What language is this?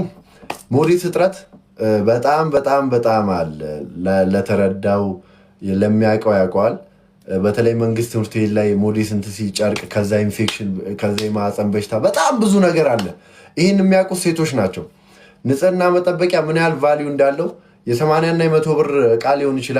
Amharic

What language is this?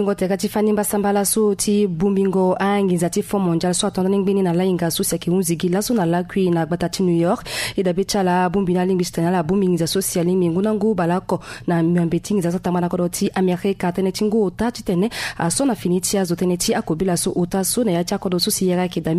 Sango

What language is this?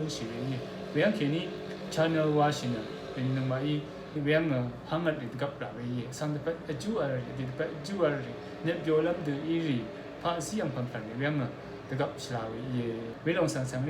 Rawang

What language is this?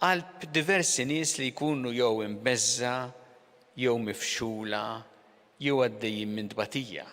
Maltese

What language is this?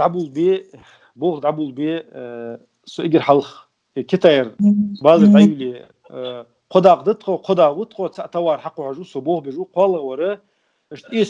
Ingush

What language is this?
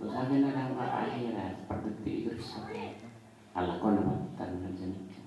Madurese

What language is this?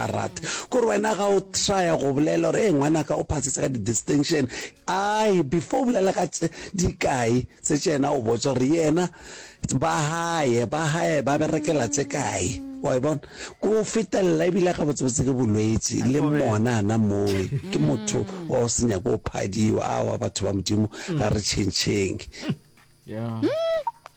Northern Sotho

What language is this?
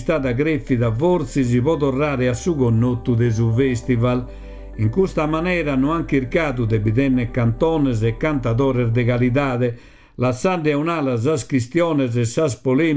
Sardinian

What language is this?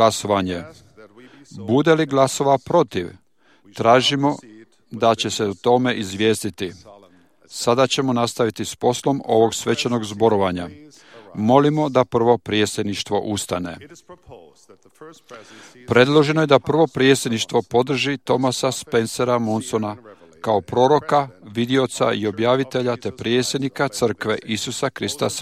Croatian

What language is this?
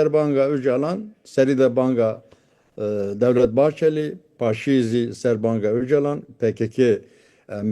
Kurdish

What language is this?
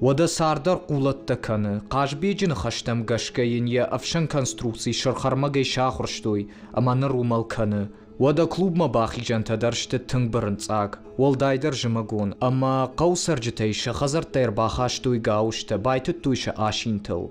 Ossetic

